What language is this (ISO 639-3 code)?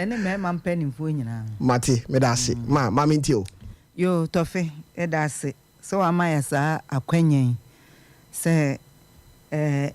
aka